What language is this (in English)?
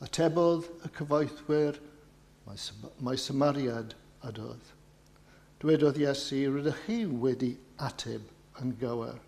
Welsh